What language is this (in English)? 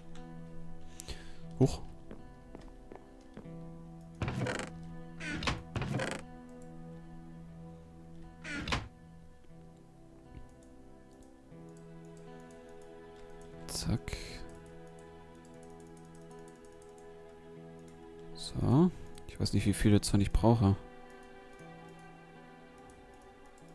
German